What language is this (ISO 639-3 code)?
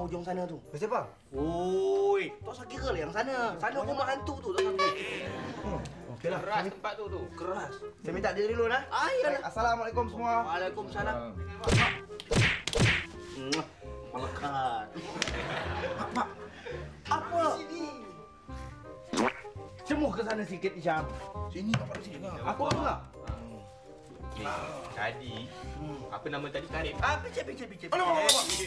msa